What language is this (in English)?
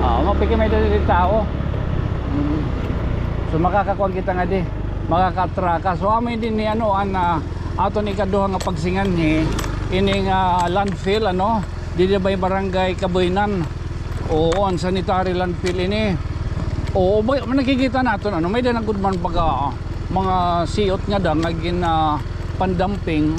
Waray